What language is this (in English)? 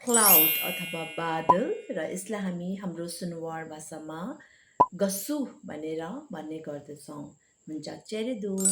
Nepali